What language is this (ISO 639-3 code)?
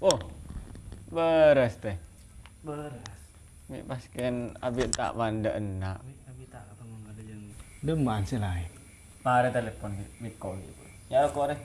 mad